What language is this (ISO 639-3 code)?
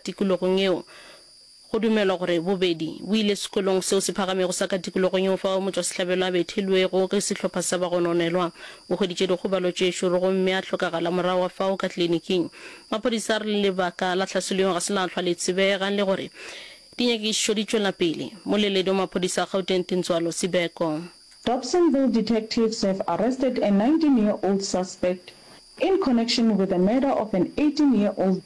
nso